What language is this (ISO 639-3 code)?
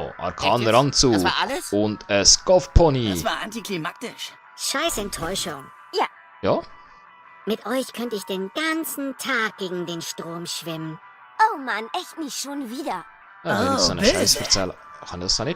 gsw